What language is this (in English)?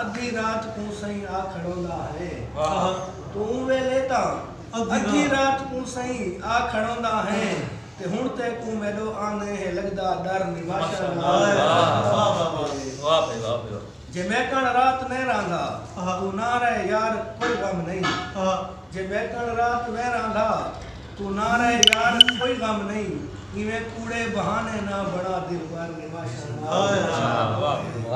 Saraiki